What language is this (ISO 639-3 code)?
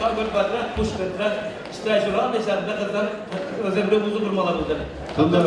chv